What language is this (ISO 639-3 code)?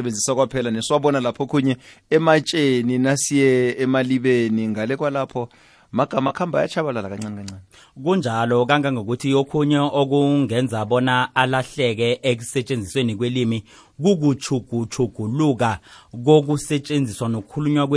nbl